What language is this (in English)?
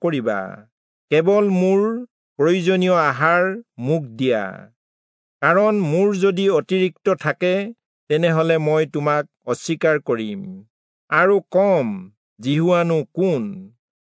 Assamese